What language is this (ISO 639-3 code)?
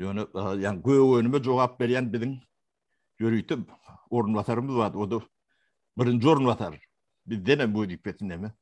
tuk